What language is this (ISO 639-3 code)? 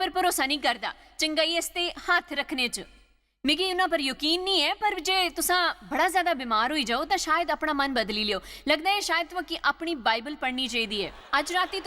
doi